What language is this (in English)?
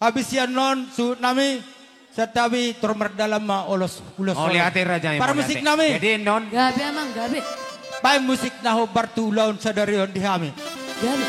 Batak Toba